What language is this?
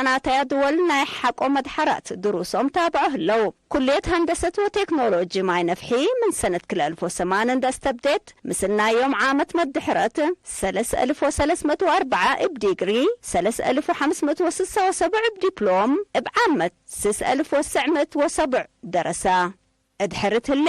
Tigre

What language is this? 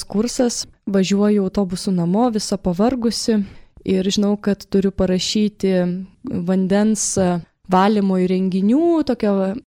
Lithuanian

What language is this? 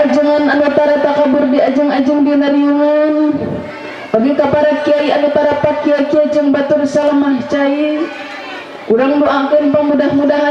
Sundanese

